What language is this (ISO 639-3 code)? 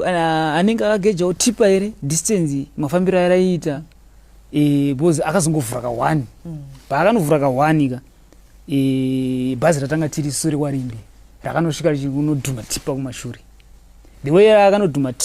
sna